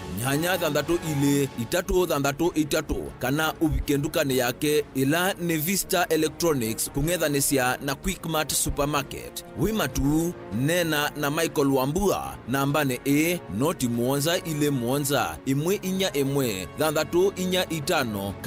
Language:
Kamba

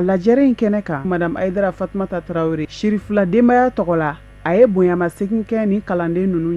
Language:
Bambara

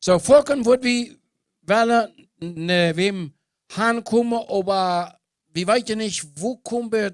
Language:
Plautdietsch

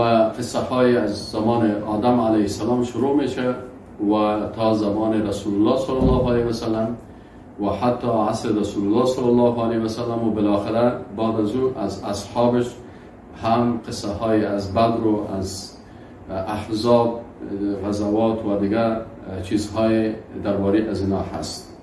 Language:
Persian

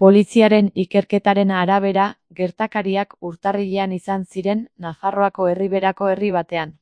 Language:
Basque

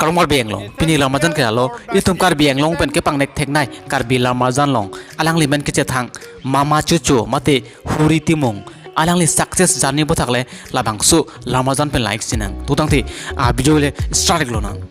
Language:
Karbi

